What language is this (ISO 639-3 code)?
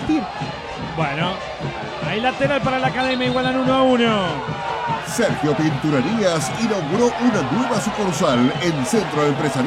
spa